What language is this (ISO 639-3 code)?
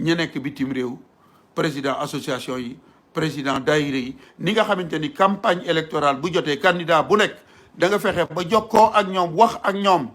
wol